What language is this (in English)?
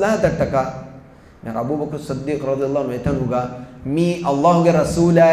Divehi